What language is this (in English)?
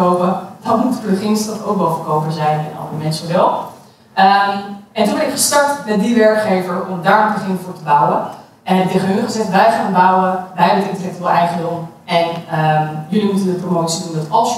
Dutch